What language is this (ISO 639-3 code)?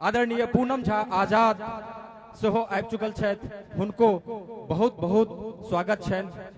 mai